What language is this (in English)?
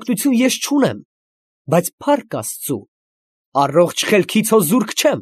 Armenian